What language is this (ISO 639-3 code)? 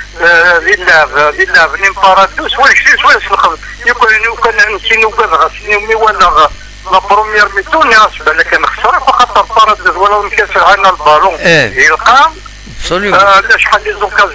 kab